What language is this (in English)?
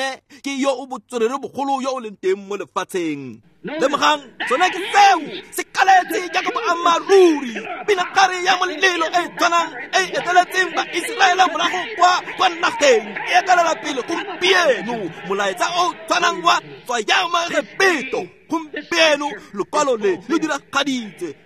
Tswana